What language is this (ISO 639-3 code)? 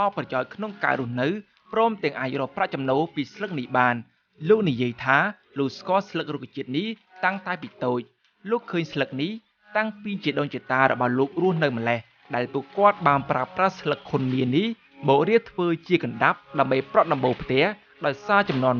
khm